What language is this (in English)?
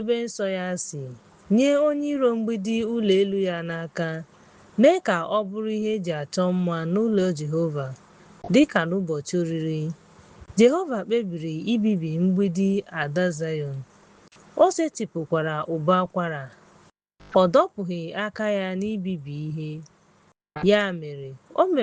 Igbo